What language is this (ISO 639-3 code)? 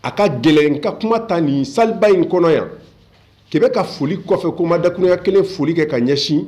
bam